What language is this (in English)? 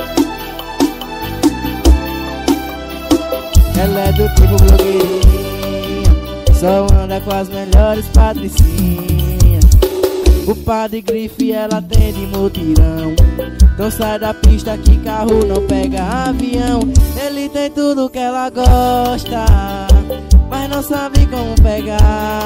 Portuguese